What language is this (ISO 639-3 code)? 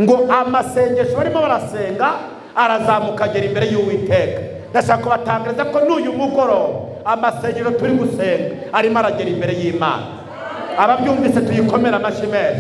kin